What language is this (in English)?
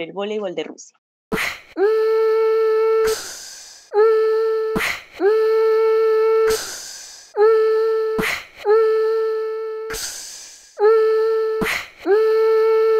Spanish